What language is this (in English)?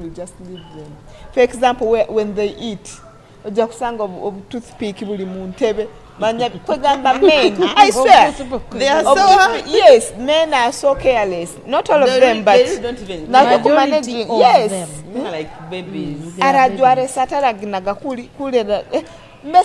Nyoro